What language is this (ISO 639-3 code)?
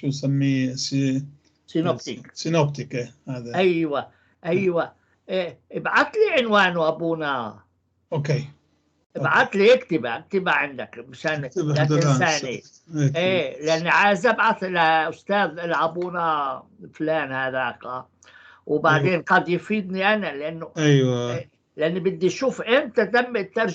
apc